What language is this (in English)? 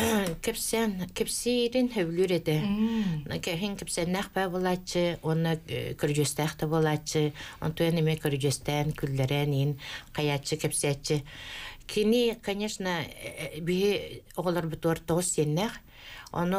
Yakut